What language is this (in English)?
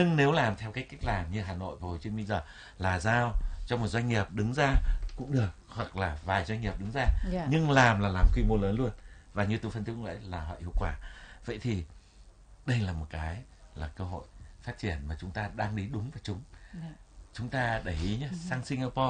Vietnamese